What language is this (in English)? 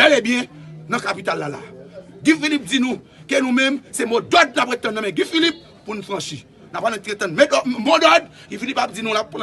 Haitian Creole